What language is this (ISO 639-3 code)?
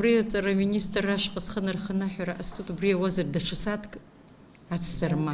abk